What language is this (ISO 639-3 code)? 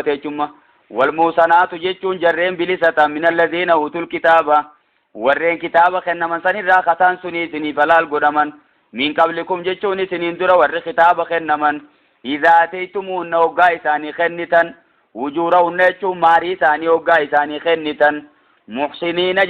orm